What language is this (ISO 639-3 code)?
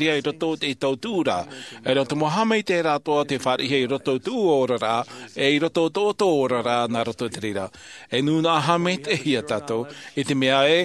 tah